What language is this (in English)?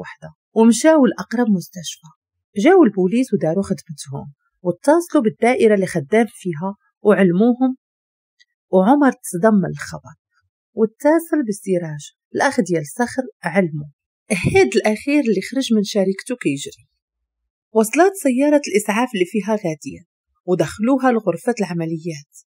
Moroccan Arabic